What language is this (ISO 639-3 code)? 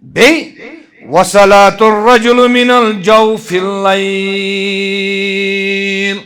kas